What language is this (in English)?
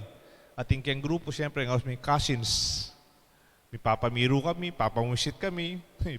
Pampanga